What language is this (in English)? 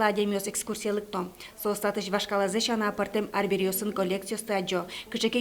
Udmurt